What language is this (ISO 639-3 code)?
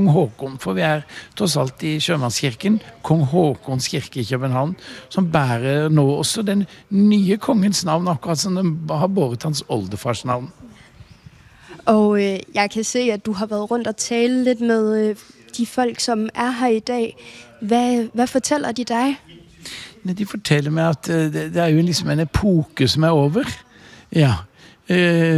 dan